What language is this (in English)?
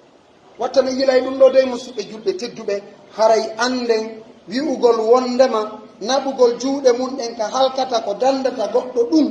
Pular